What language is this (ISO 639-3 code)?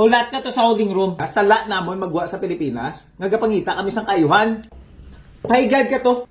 hil